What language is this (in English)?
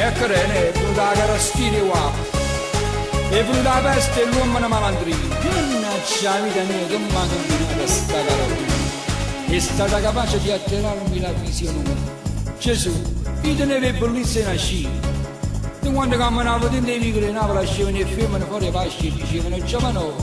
Neapolitan